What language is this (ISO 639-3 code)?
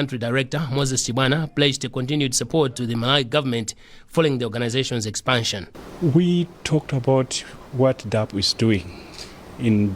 eng